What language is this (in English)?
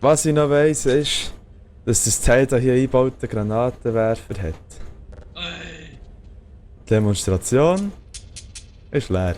Swiss German